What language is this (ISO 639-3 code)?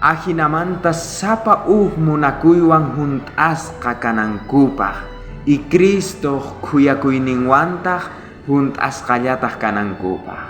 quh